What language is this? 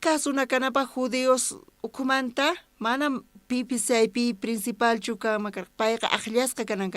South Bolivian Quechua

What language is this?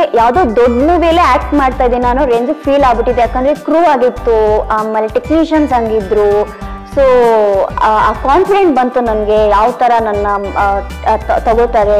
Kannada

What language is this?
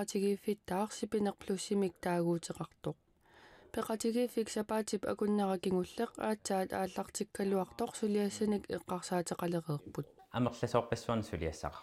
Kalaallisut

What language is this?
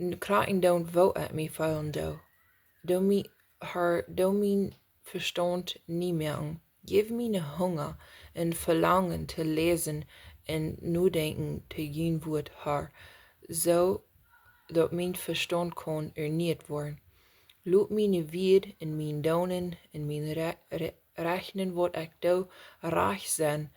Plautdietsch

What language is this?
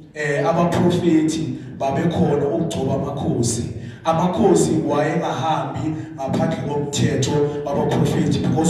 Zulu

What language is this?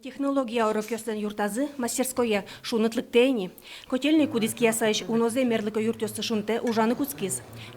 Udmurt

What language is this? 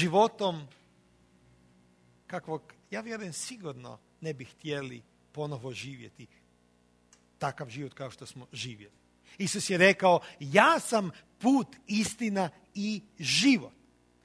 Croatian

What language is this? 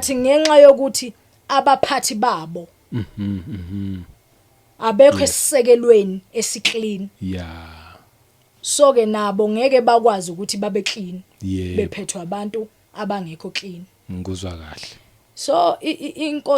Zulu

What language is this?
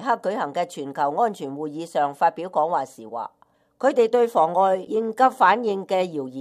Cantonese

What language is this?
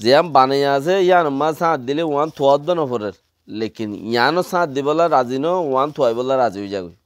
Rohingya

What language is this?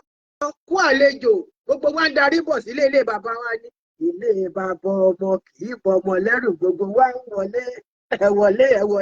Yoruba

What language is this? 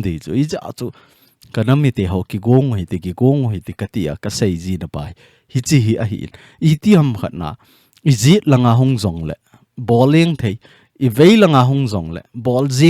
Thado Chin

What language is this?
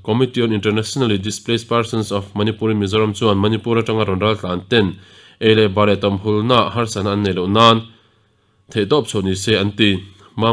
Mizo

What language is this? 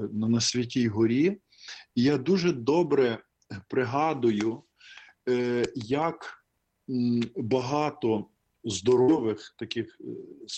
Ukrainian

